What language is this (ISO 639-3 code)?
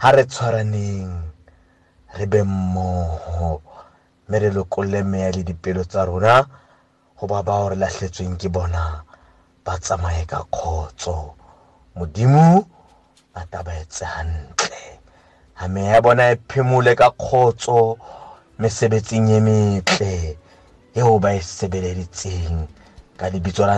sot